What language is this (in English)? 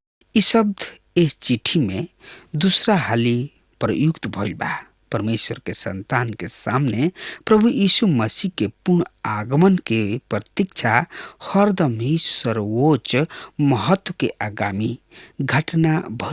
Bhojpuri